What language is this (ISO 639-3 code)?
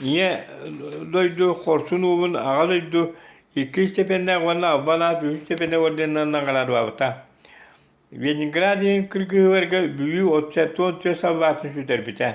sah